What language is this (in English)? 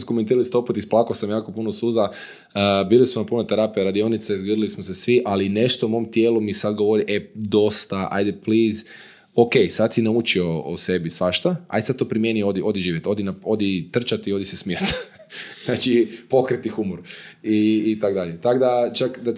Croatian